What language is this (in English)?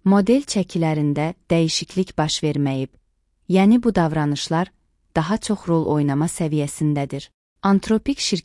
Azerbaijani